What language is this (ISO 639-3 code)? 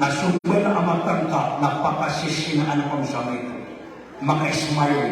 mrw